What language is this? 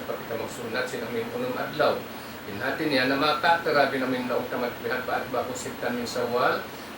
Tausug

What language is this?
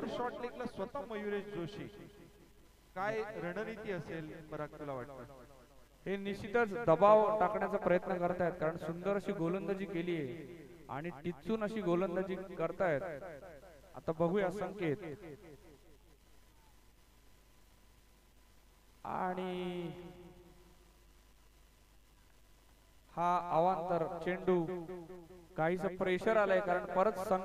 Marathi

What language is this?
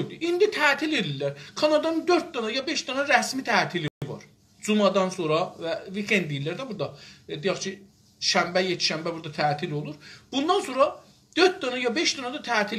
South Azerbaijani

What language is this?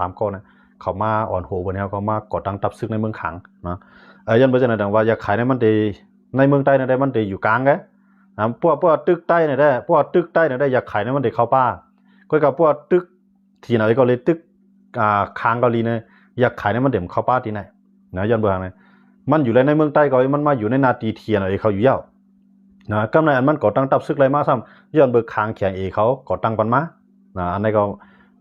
Shan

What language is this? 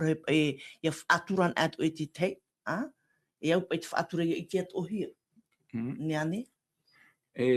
Tahitian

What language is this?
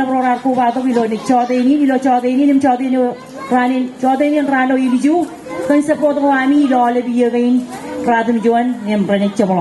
Marshallese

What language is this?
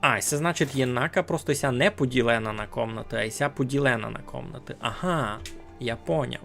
Rusyn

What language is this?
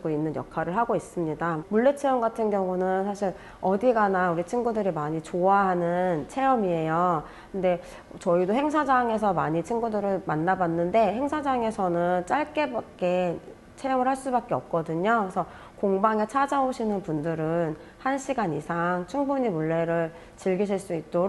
Korean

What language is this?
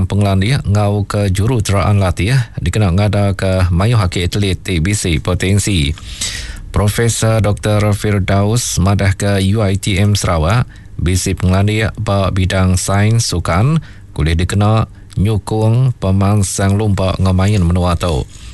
Iban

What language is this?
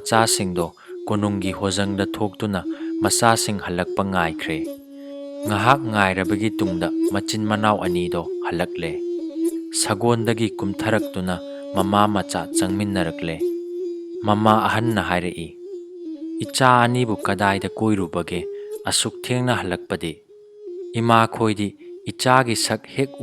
Manipuri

